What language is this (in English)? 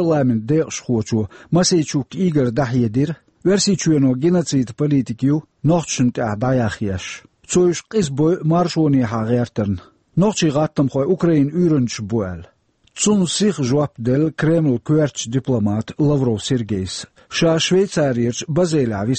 Chechen